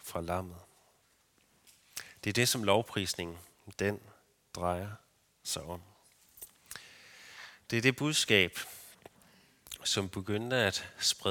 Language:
Danish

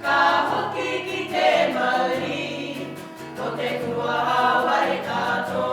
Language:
Māori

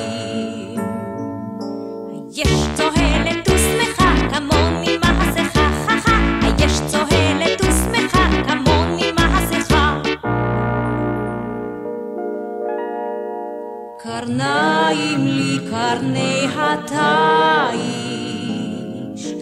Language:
Hebrew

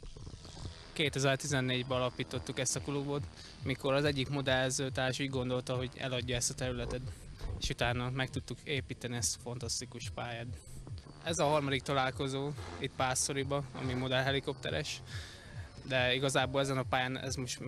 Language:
Hungarian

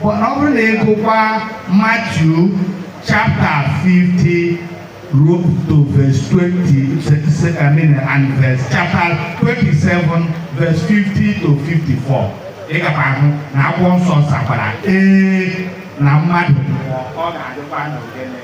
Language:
Igbo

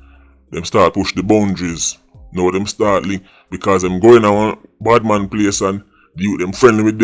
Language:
Jamaican Creole English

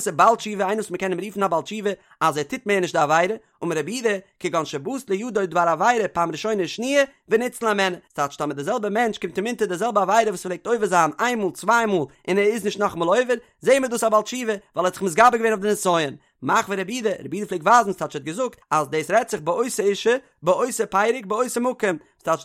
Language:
Yiddish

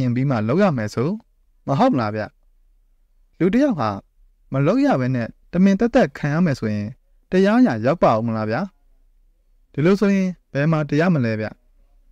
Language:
Burmese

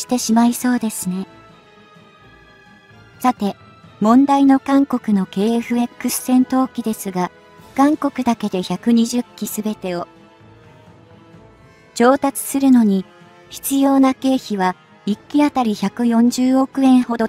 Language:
Japanese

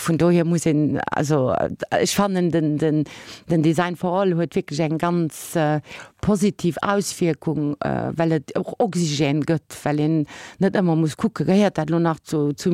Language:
Luxembourgish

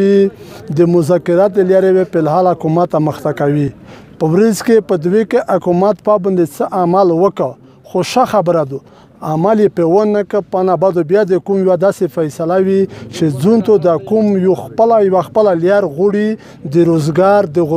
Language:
Pashto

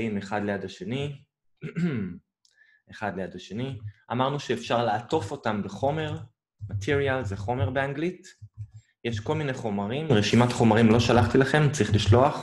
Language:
Hebrew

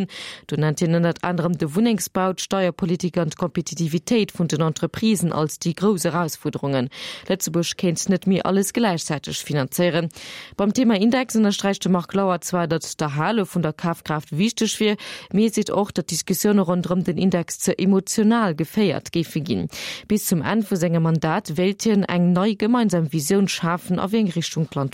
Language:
Luxembourgish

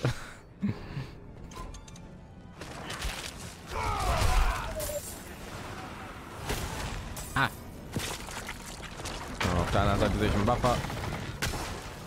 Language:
German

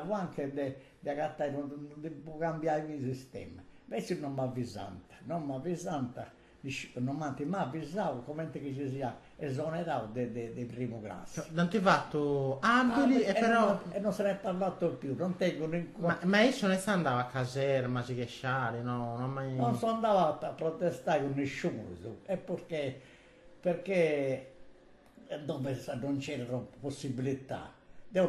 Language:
Sardinian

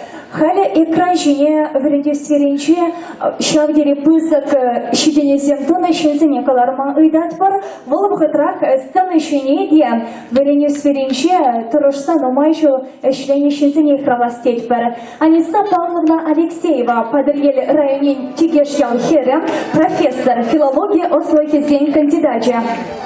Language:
Chuvash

